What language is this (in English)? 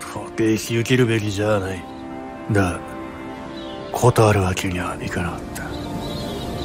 Japanese